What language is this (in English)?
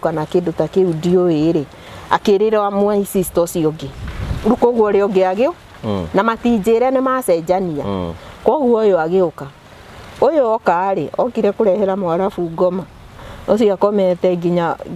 Kikuyu